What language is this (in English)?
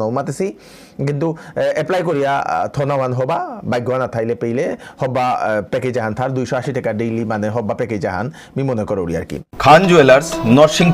Bishnupriya